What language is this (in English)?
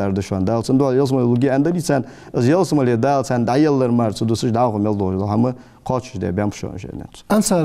Ingush